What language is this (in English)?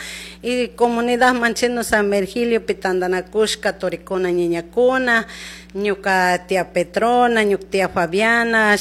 Chimborazo Highland Quichua